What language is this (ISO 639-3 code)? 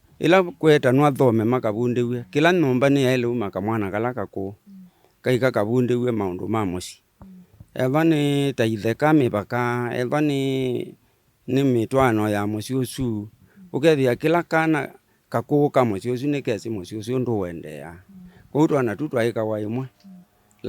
kam